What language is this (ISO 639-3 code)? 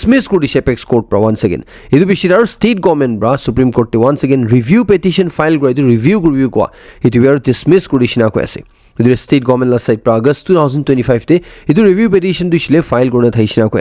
nag